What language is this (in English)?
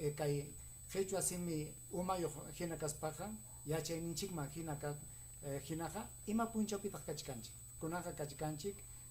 Ayacucho Quechua